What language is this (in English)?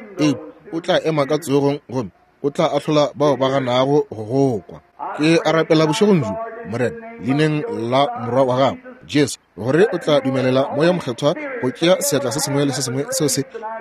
Northern Sotho